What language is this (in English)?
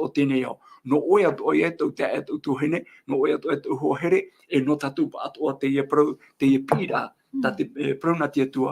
Tahitian